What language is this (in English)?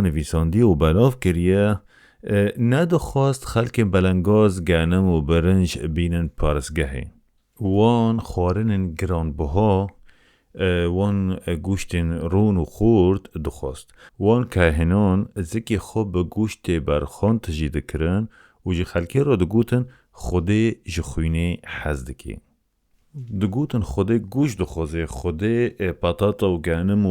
Kurdish